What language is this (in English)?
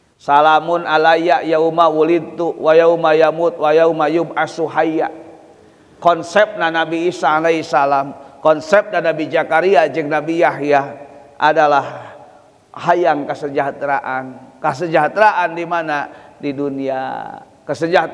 Sundanese